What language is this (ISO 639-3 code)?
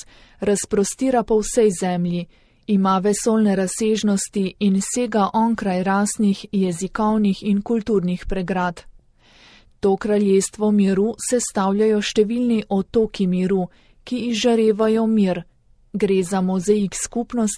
slv